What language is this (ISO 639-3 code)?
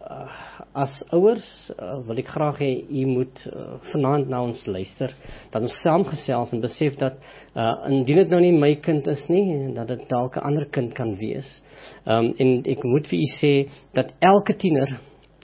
afr